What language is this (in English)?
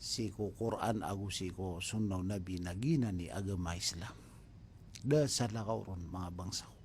Maranao